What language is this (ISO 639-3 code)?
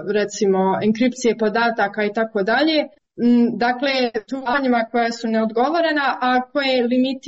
srp